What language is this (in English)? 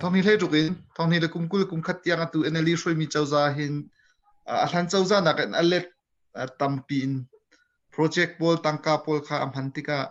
Hakha Chin